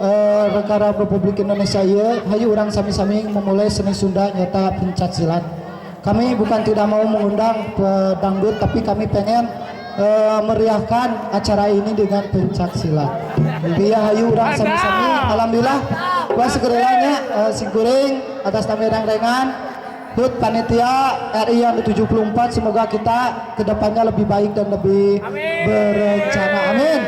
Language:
Sundanese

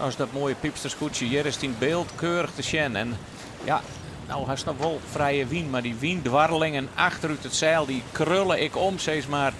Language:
Western Frisian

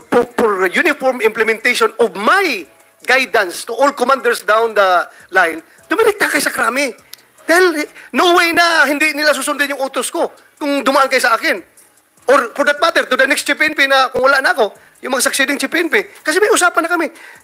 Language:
Filipino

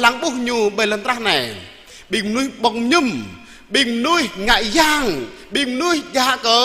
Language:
Jarai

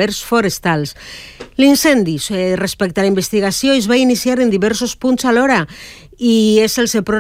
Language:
Catalan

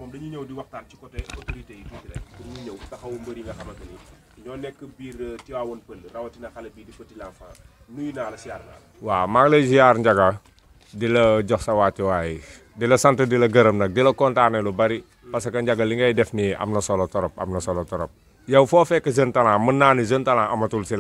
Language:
Wolof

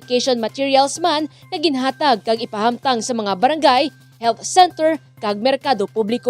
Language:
Hiligaynon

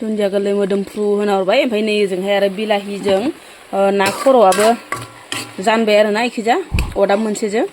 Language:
Bodo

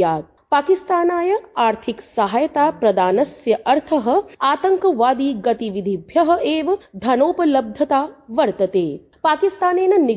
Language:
Sanskrit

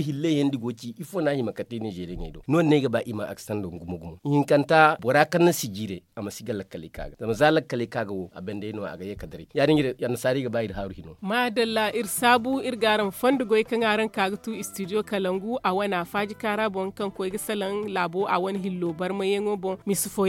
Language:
Zarma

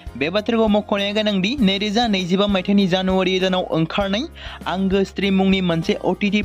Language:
Bodo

